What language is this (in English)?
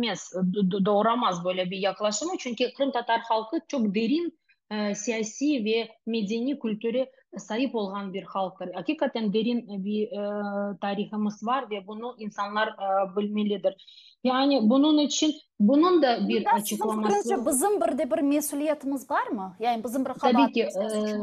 Crimean Tatar